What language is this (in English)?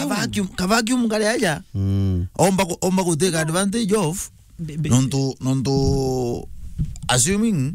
Meru